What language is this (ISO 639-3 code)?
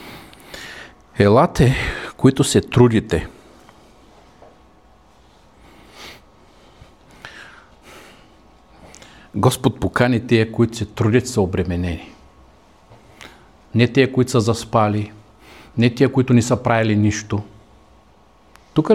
bul